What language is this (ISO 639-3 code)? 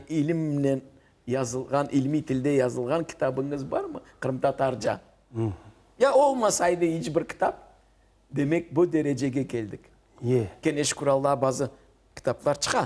crh